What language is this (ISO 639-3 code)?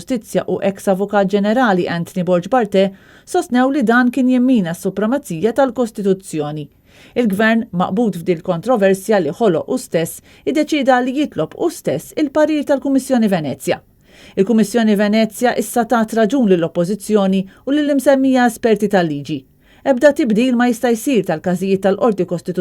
mlt